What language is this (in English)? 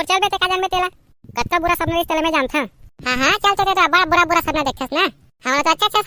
Chhattisgarhi